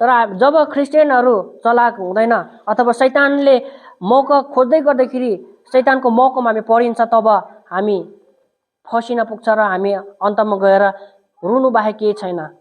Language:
Nepali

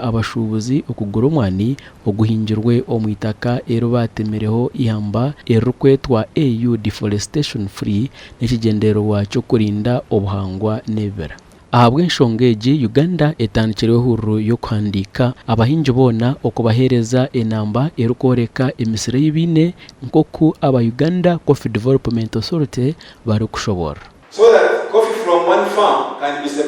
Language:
Nyankole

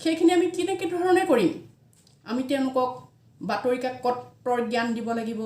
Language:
Assamese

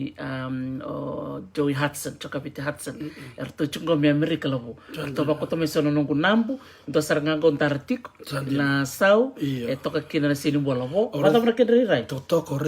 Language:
Fijian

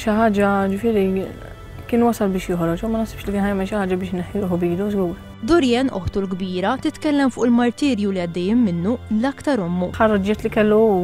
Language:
Maltese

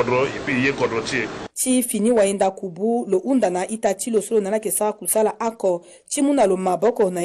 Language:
Sango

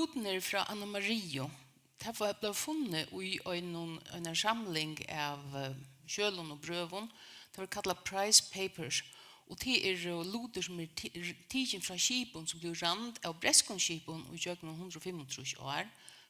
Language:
Faroese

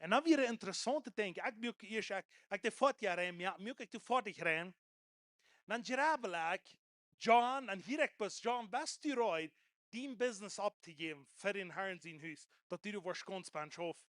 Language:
Plautdietsch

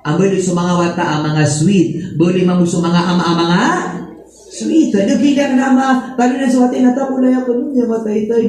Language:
Maranao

